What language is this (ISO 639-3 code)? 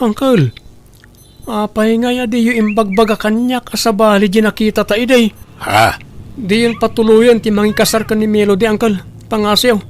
ilo